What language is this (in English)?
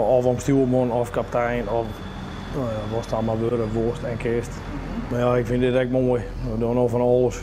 Western Frisian